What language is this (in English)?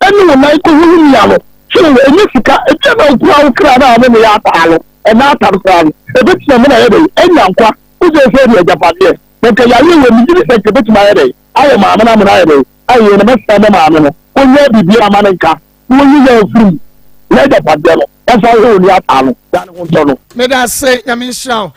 Akan